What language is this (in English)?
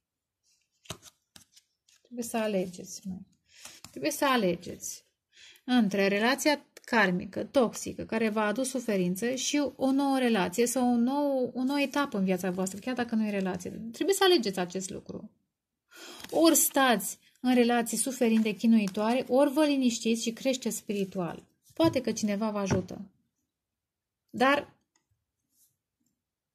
Romanian